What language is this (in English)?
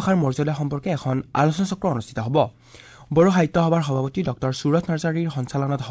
Assamese